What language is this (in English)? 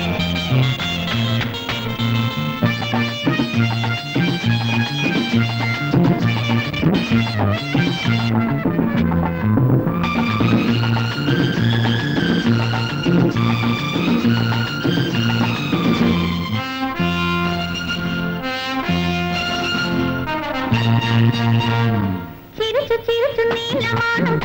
Malayalam